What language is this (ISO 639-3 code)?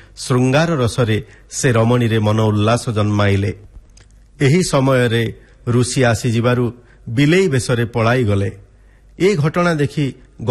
ori